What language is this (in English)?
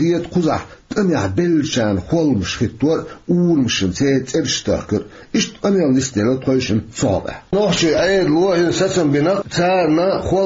Chechen